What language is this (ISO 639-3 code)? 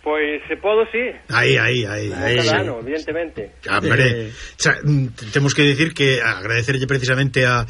glg